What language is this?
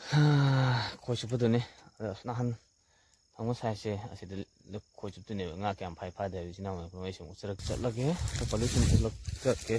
Manipuri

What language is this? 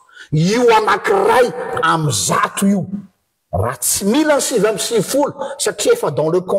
Malagasy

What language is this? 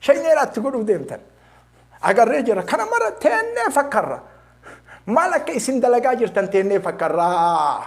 Oromo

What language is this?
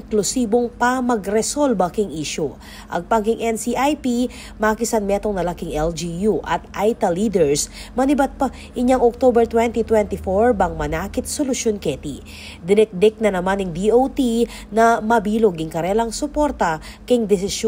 Pampanga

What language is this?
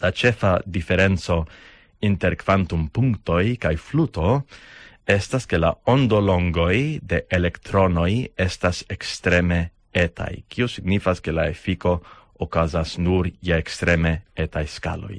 Esperanto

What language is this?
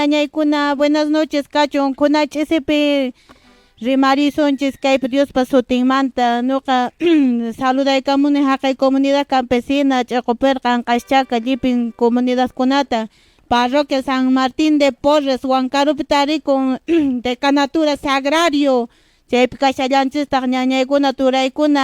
Quechua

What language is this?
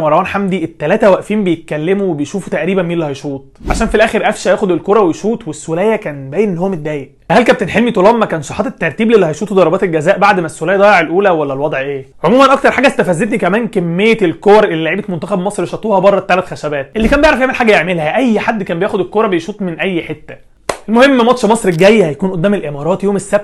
Egyptian Arabic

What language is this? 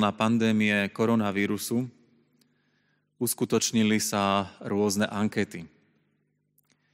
Slovak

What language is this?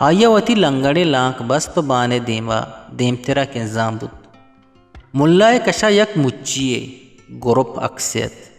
Eastern Balochi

